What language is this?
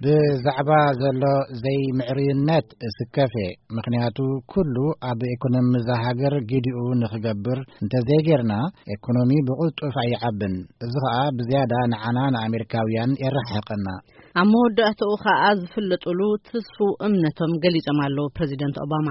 Tigrinya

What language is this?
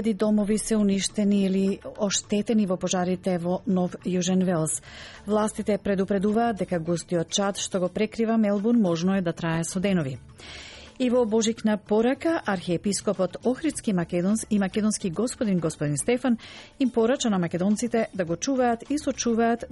Macedonian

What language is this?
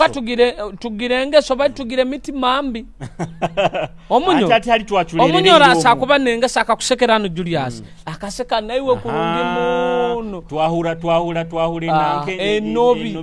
Nyoro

